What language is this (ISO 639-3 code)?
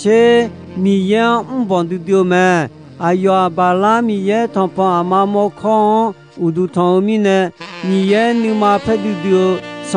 ahk